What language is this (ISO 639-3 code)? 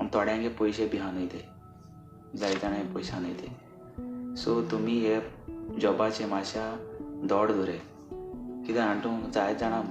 kok